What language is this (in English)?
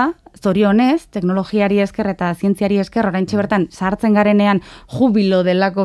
Basque